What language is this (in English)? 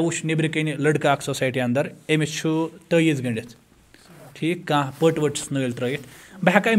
Kashmiri